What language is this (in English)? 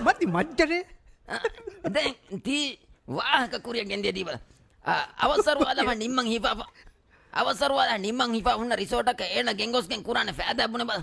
Divehi